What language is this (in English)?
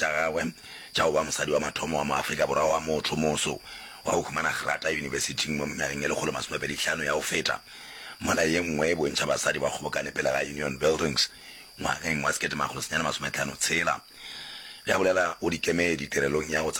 Northern Sotho